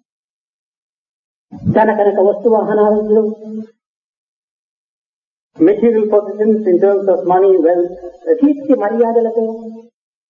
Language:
Telugu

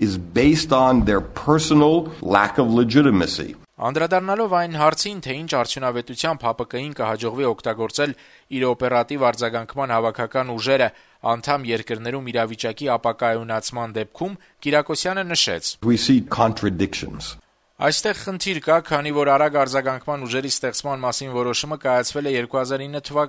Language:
Armenian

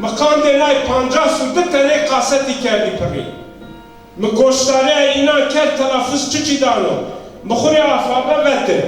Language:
Zaza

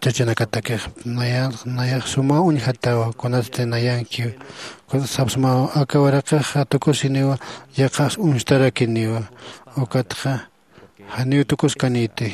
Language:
Aymara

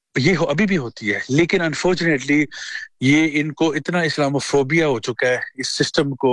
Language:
Urdu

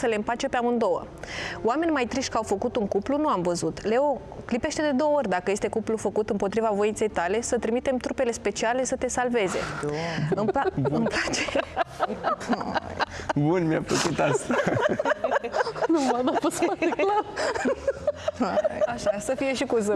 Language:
Romanian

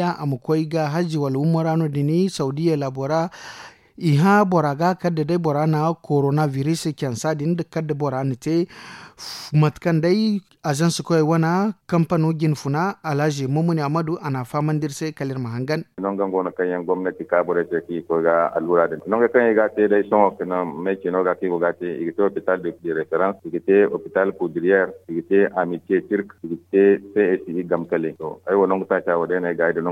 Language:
Zarma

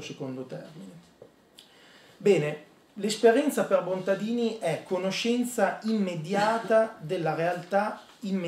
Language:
Italian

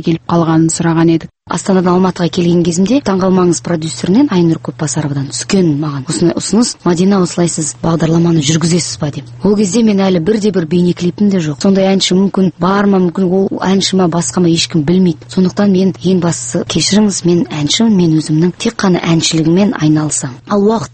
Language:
Kazakh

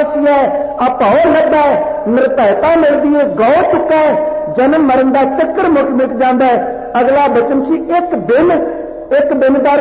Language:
Punjabi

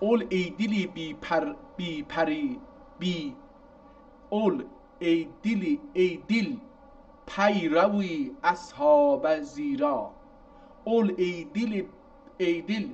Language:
South Azerbaijani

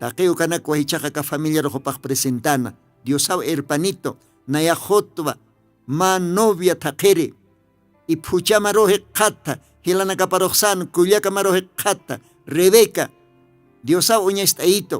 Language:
Aymara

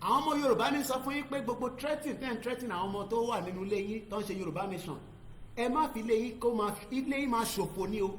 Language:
Yoruba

